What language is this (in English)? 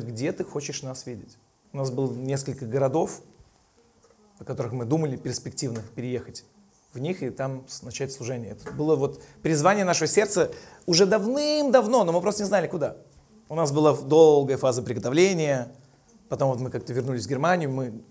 Russian